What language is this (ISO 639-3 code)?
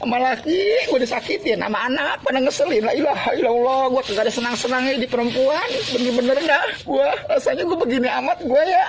bew